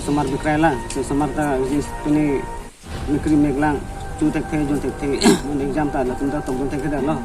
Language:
Karbi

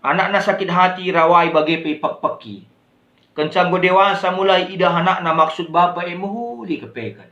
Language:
Batak Karo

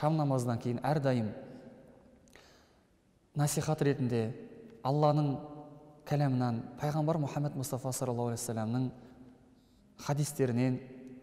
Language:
Kazakh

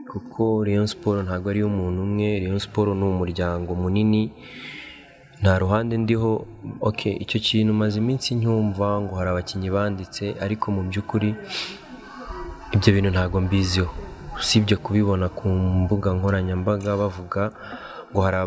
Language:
Kinyarwanda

